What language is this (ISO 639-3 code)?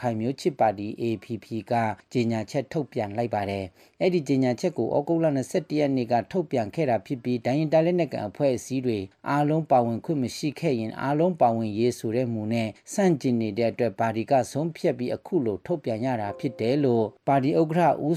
mya